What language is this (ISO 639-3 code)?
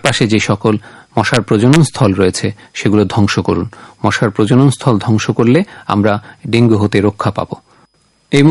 ben